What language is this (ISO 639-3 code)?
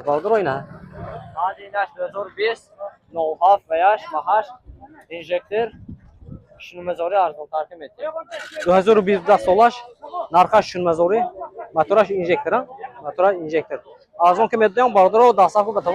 tgk